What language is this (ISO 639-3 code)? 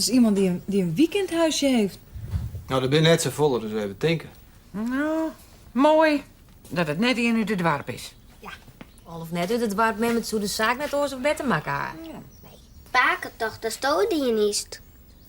fry